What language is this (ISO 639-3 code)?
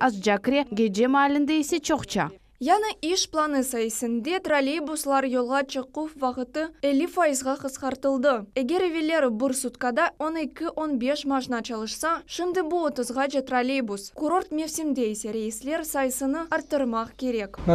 crh